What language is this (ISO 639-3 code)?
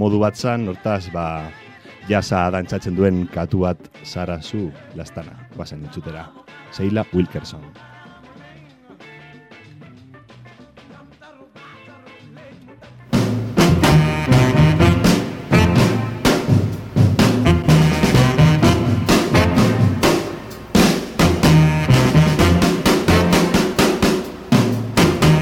eus